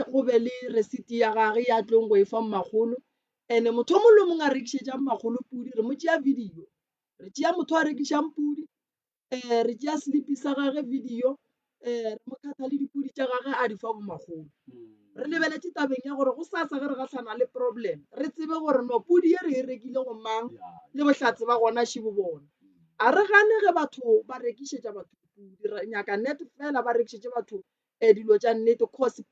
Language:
Northern Sotho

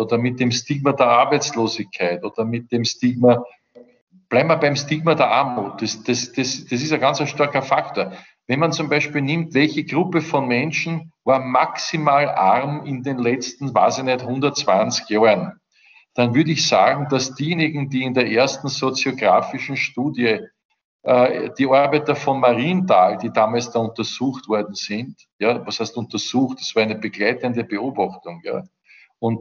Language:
German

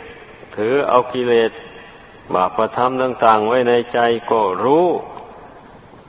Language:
Thai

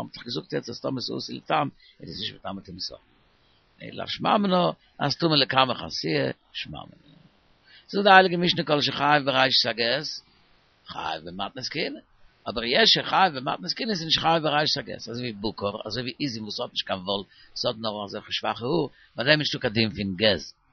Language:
Yiddish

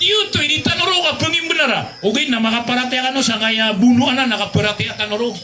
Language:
Maranao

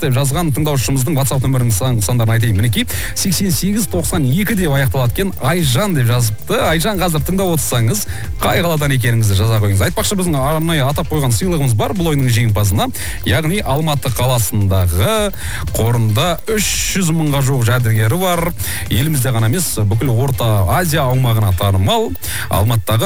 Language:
Kazakh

